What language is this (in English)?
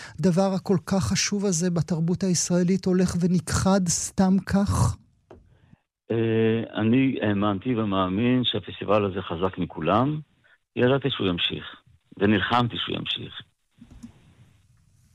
Hebrew